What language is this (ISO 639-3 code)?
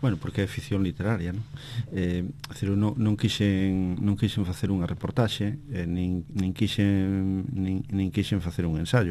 glg